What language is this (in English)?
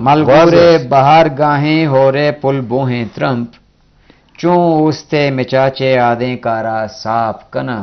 Eastern Balochi